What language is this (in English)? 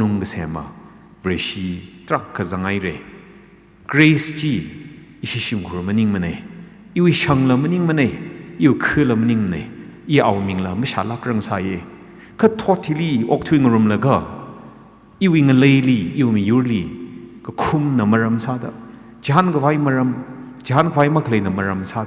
Tangkhul Naga (India)